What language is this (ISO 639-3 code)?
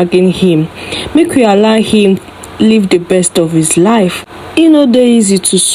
pcm